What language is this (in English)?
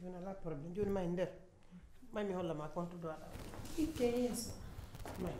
Pular